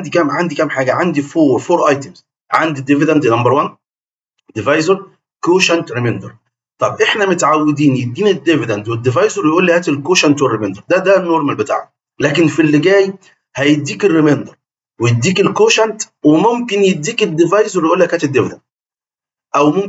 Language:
Egyptian Arabic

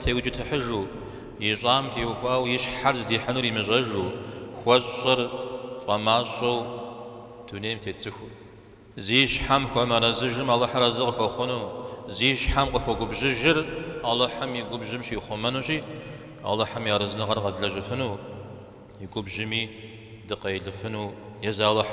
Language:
Kabardian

